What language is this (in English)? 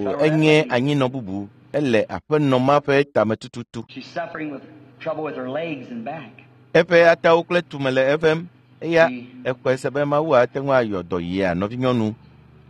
Ewe